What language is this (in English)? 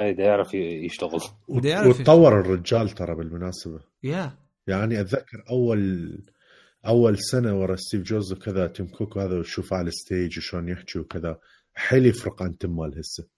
Mesopotamian Arabic